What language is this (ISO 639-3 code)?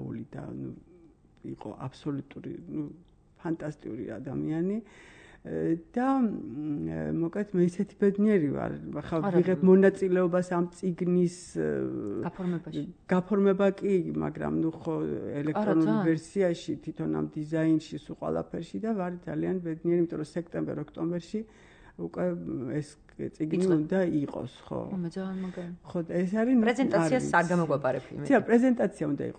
kat